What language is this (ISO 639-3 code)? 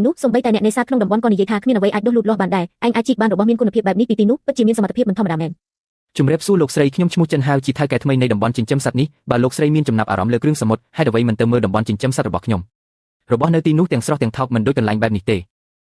khm